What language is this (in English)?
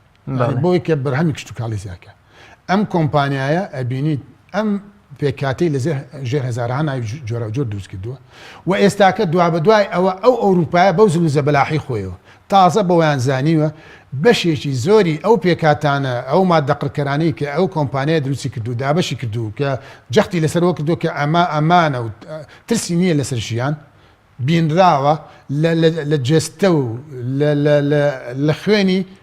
Central Kurdish